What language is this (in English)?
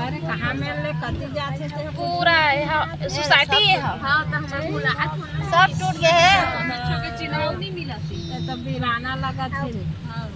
Chhattisgarhi